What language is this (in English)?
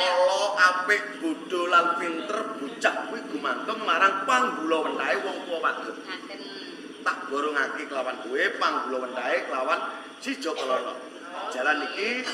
Javanese